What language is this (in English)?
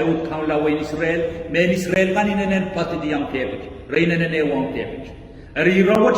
Pohnpeian